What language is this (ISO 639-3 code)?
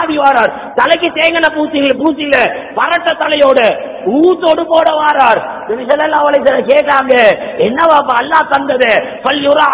tam